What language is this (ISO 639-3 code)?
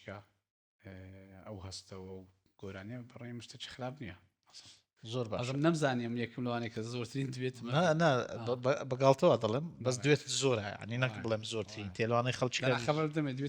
ckb